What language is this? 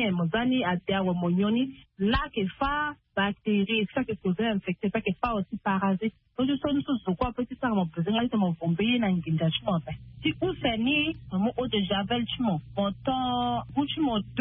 Sango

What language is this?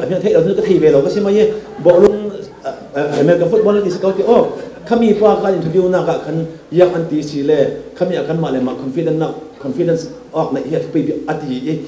Falam Chin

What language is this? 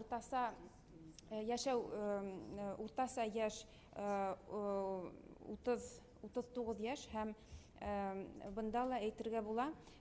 Bashkir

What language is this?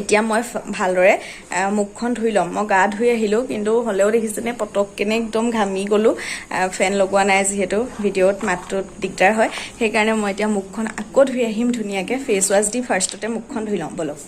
Assamese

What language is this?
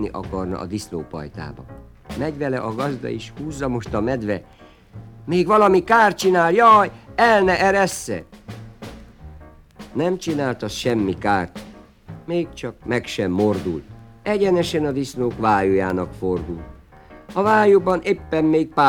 Hungarian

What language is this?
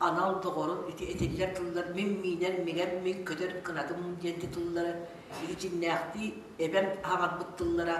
Yakut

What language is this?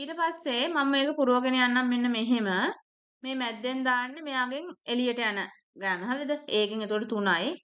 Sinhala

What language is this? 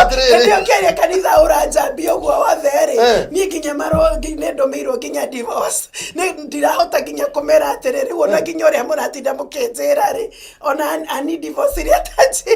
Kikuyu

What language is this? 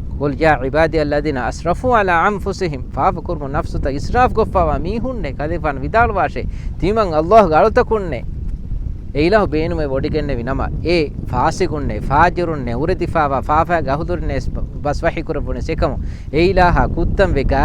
Divehi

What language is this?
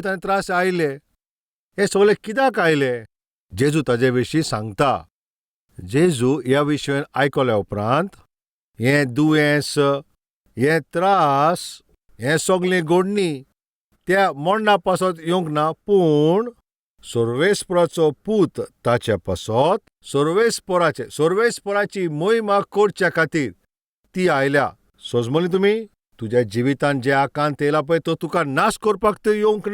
Konkani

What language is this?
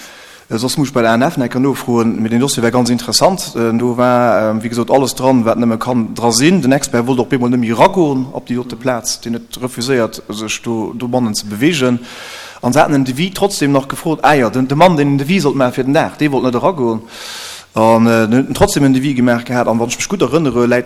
Luxembourgish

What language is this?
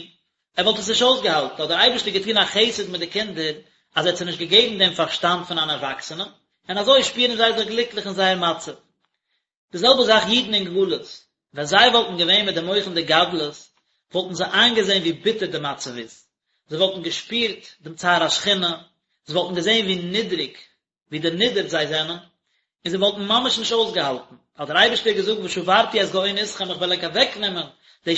Yiddish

